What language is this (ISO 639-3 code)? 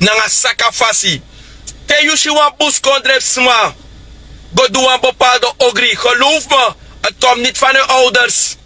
srn